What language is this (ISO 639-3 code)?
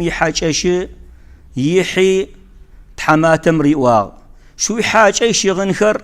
kbd